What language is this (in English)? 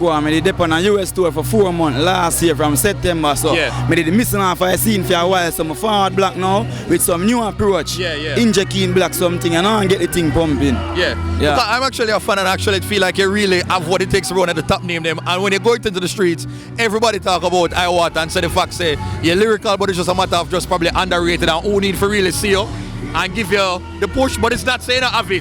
Jamaican Creole English